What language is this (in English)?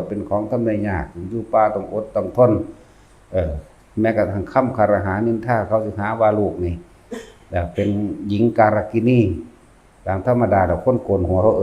Northeastern Thai